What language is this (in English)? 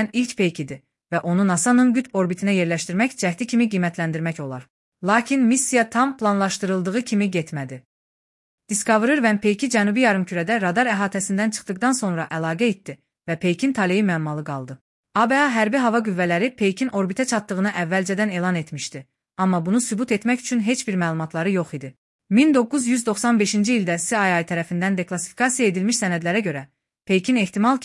Azerbaijani